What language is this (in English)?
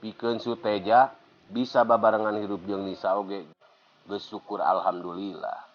Sundanese